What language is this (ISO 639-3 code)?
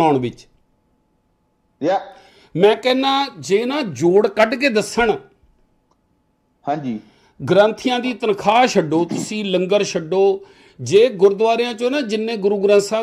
pan